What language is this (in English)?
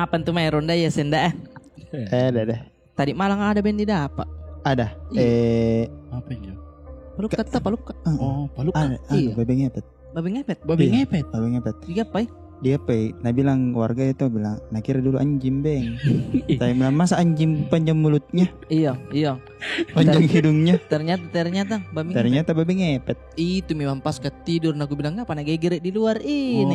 Makassar Malay